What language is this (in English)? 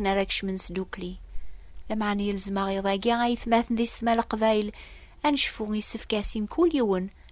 Kabyle